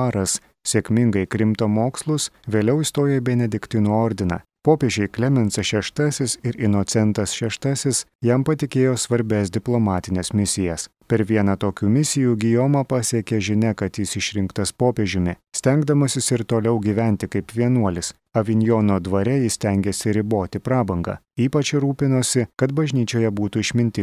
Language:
Lithuanian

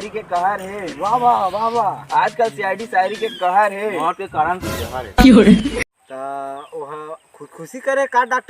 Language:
Chhattisgarhi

